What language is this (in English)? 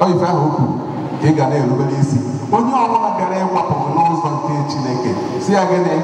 Igbo